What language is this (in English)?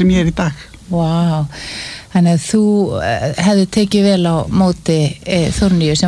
Icelandic